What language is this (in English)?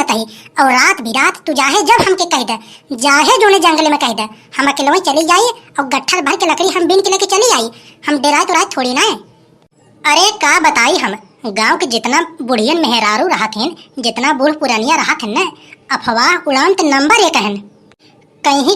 Awadhi